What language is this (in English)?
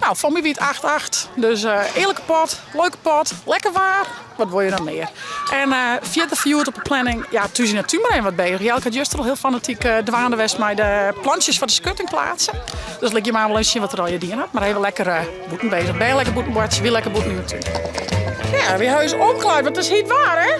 Western Frisian